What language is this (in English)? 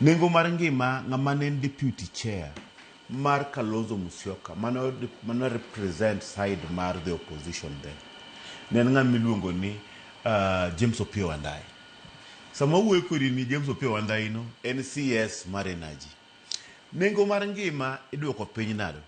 Luo (Kenya and Tanzania)